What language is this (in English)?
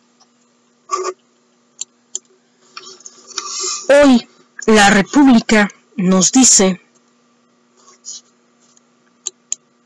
Spanish